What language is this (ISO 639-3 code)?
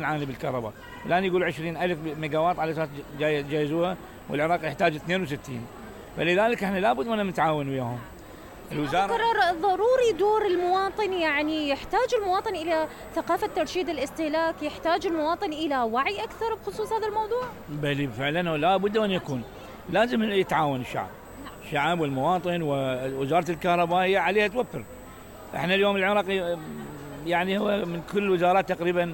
acm